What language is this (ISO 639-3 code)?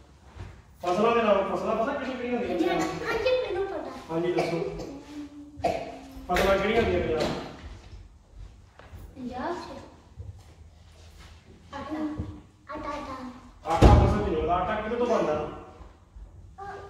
pan